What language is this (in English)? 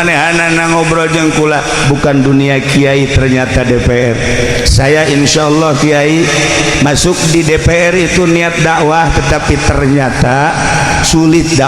Sundanese